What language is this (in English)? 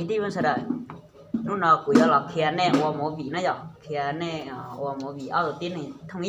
Hmong